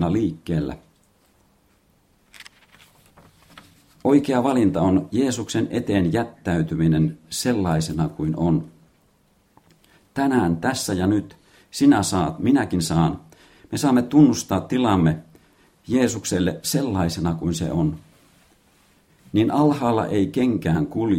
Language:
Finnish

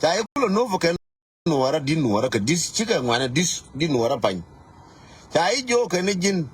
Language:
Nuer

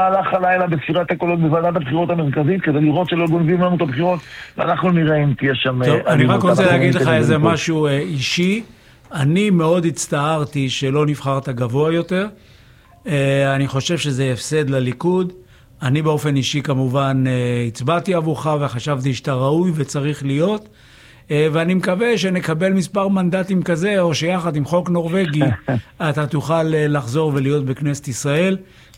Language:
Hebrew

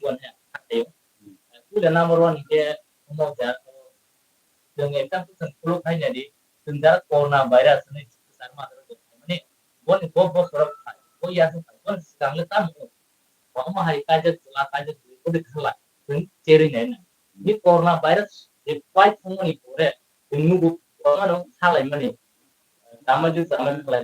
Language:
Kok Borok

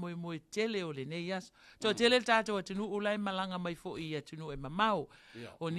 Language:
Samoan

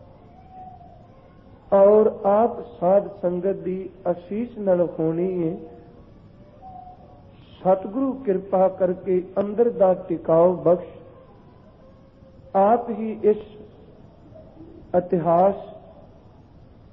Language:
Punjabi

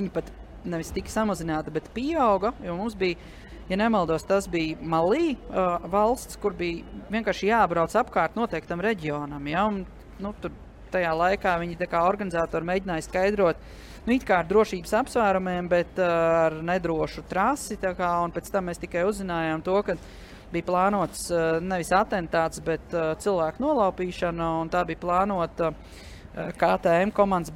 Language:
Latvian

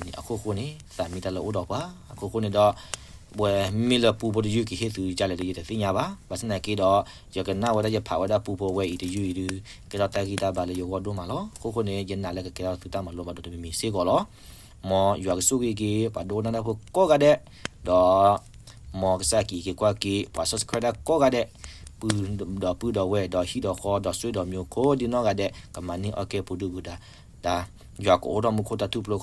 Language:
S'gaw Karen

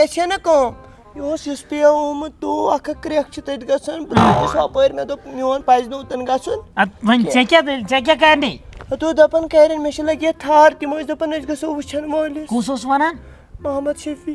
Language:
Kashmiri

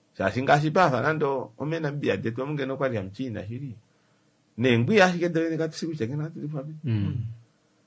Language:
Kuanyama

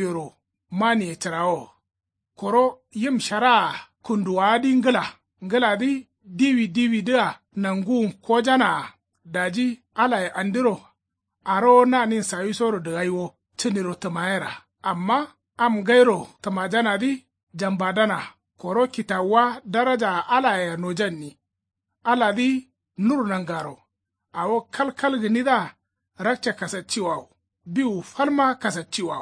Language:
Kanuri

